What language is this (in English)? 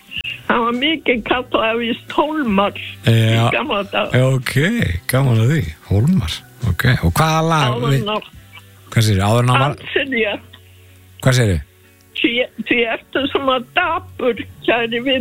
Icelandic